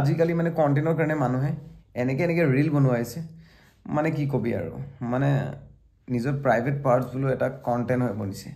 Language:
Assamese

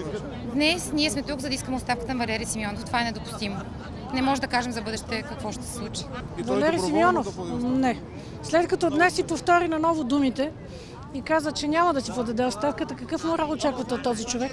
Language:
Bulgarian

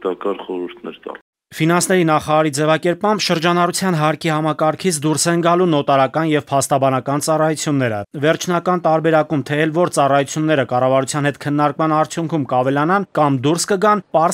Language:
Armenian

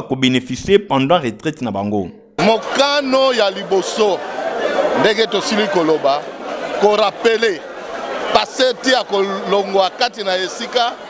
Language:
Lingala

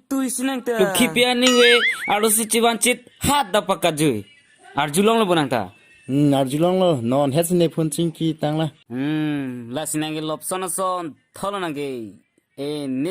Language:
Karbi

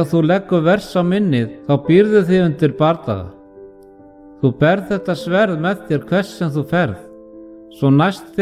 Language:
Icelandic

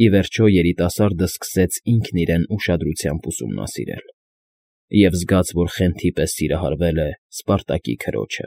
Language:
Armenian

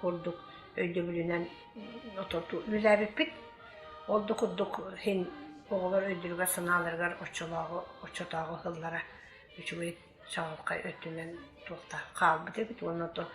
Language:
Yakut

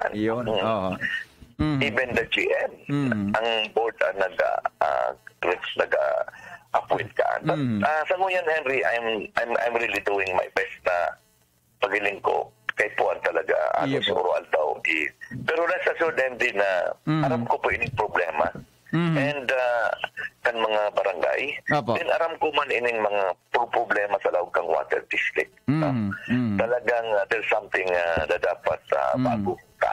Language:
Bikol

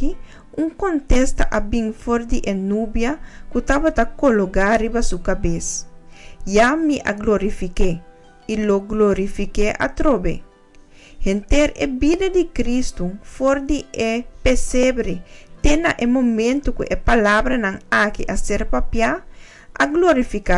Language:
Papiamento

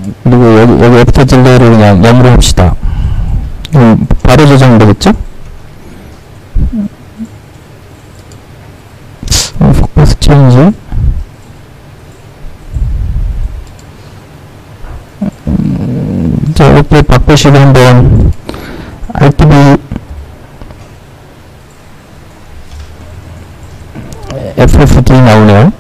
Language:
Korean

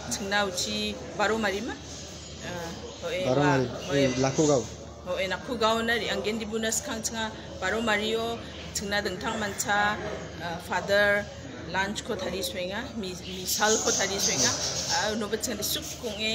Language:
Garo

